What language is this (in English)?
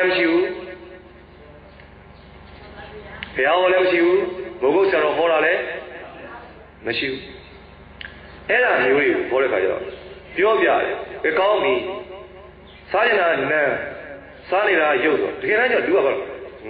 Burmese